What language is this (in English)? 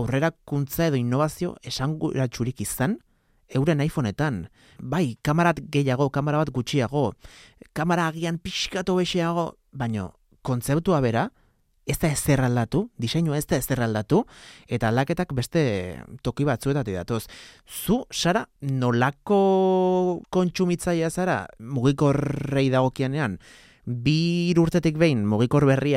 Basque